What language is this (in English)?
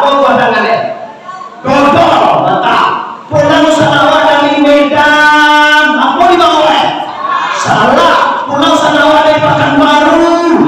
Minangkabau